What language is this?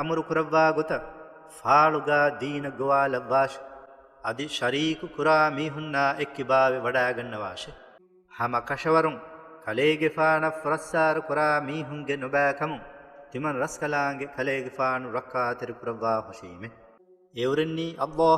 Divehi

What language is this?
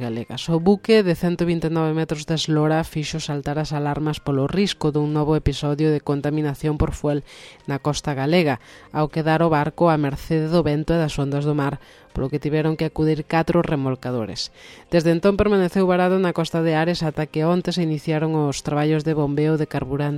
Galician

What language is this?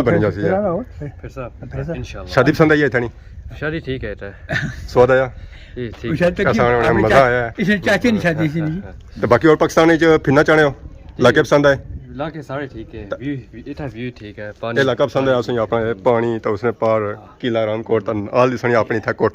Pahari-Potwari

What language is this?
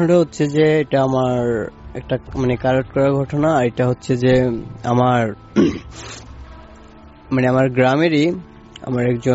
Bangla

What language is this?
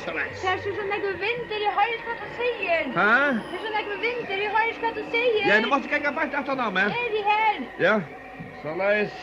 Faroese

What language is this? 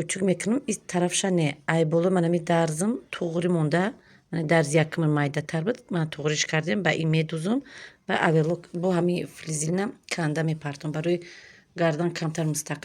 Tajik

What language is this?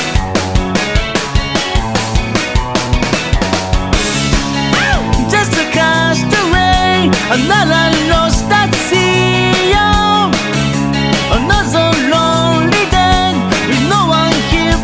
English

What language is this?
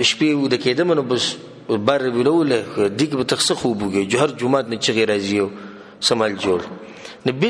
Pashto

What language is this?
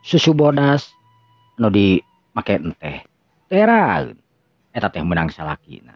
Sundanese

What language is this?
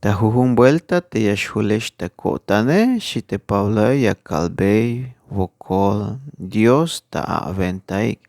Tzeltal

